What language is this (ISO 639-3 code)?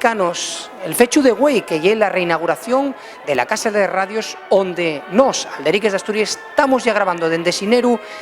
ast